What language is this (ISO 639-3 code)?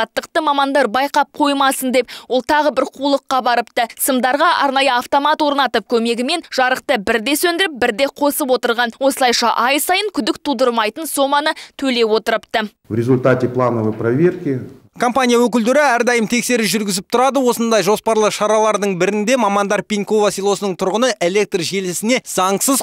kaz